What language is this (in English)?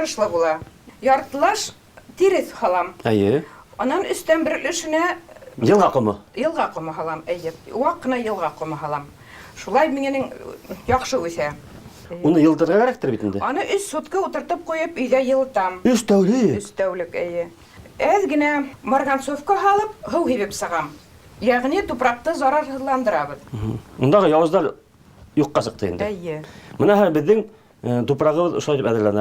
Bashkir